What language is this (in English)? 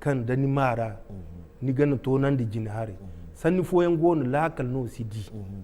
Zarma